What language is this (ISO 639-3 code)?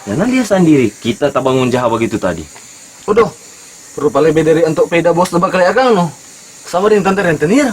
xmm